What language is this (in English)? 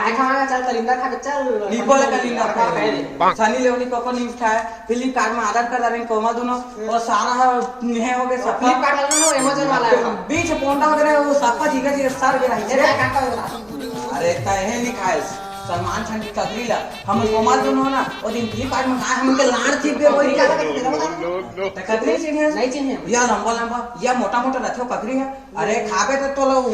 Chhattisgarhi